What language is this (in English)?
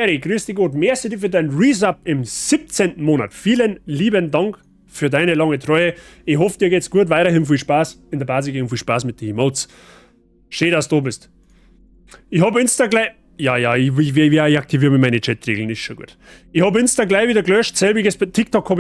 Bavarian